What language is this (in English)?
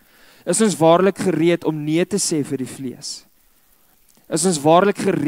Afrikaans